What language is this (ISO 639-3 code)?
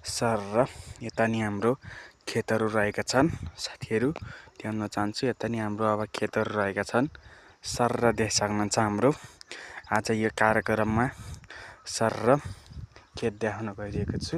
nep